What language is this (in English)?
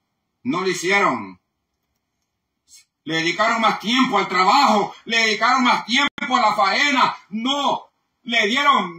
Spanish